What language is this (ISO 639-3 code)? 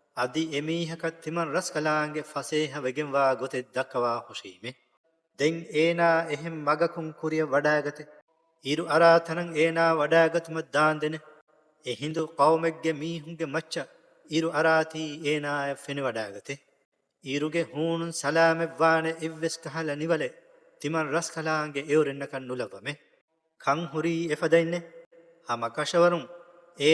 div